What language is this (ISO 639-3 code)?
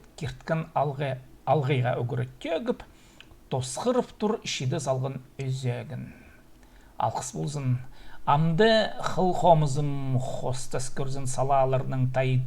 kjh